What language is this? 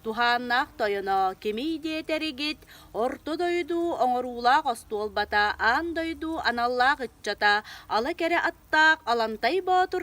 Yakut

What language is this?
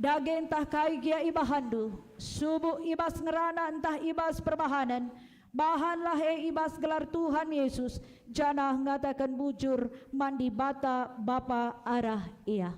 Batak Karo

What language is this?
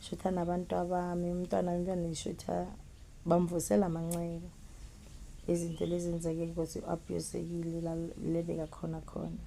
Zulu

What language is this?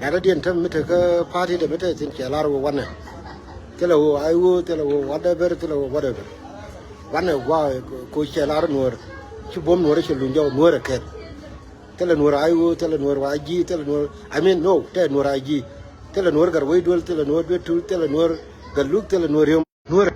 Nuer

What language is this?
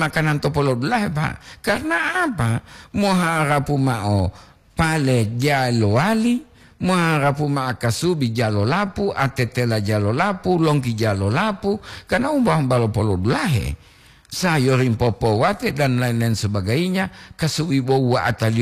Gorontalo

